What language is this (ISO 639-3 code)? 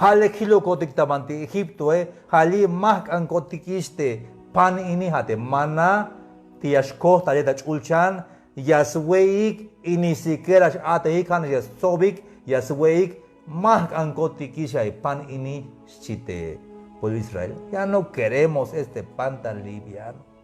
tzh